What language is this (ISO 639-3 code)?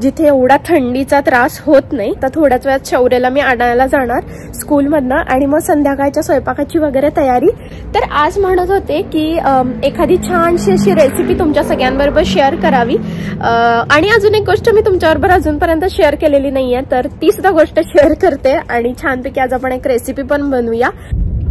mar